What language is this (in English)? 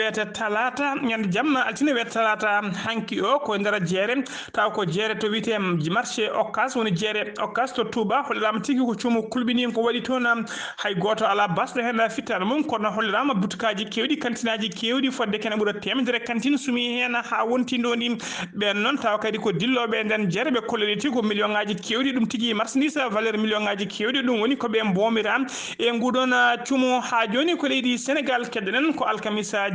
Fula